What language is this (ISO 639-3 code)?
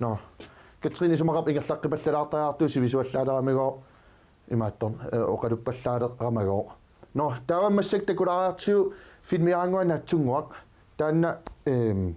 kal